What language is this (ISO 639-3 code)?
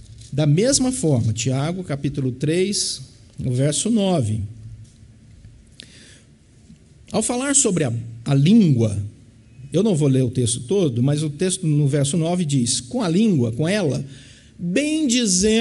por